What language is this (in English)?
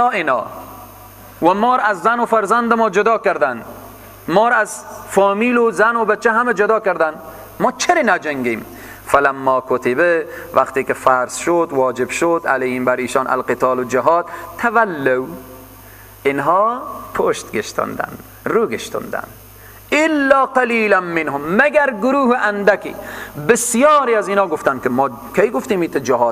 Persian